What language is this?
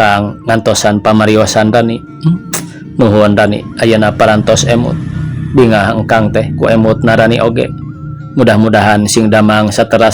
Sundanese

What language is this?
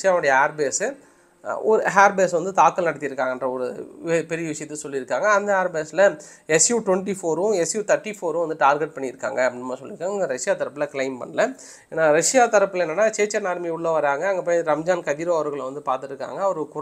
Tamil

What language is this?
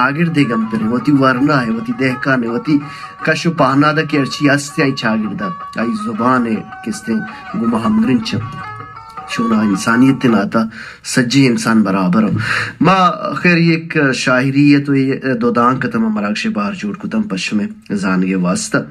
Baluchi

